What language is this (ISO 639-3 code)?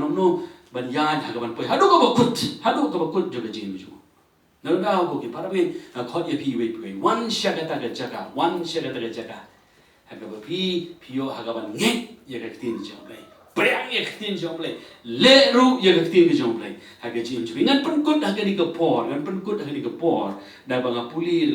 kha